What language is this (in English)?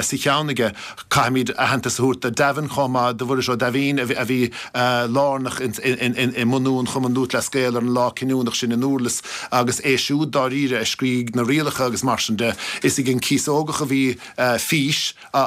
Irish